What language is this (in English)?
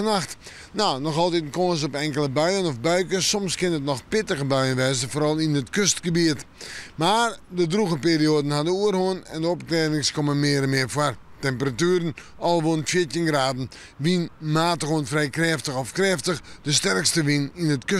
Western Frisian